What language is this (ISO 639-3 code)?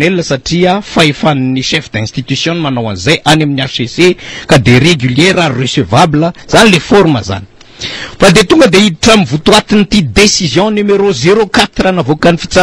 mlg